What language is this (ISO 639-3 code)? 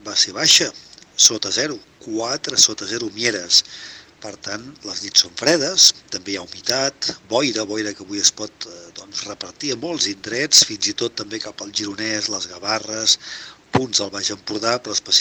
cat